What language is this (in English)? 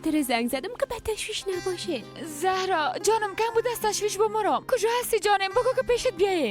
Persian